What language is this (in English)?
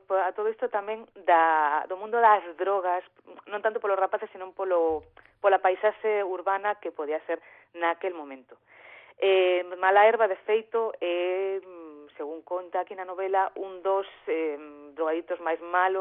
Galician